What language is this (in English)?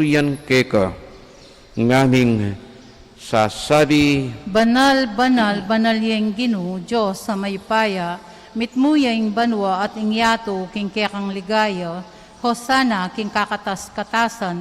Pampanga